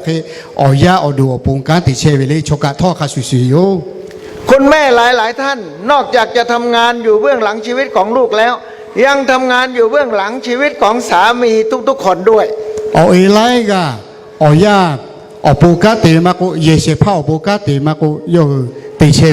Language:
Lahu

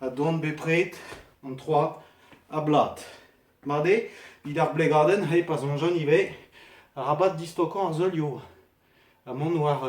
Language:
Breton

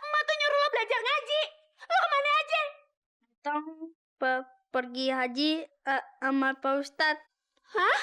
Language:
Betawi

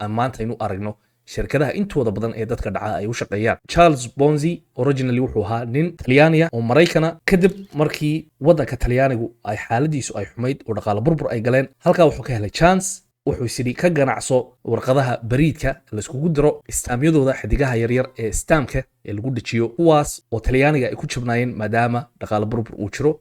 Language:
Somali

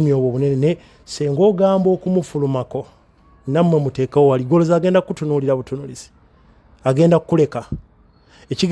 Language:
Ganda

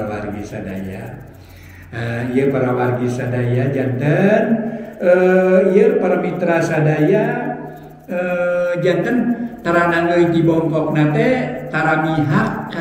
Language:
Sundanese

